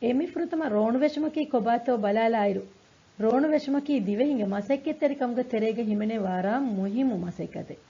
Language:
Divehi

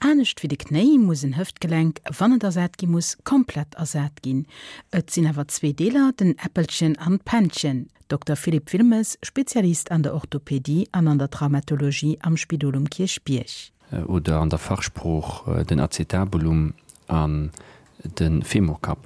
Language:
Luxembourgish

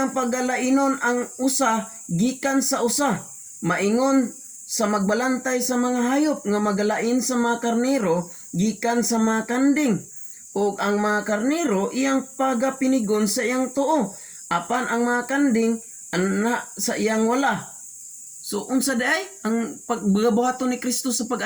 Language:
Cebuano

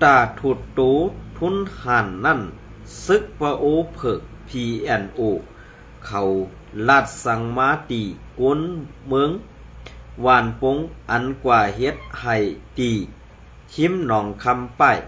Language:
Shan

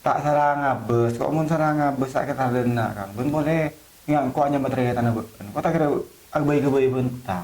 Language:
Madurese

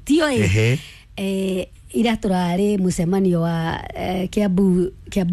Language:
Kikuyu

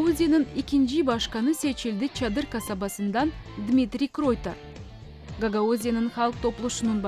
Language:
Gagauz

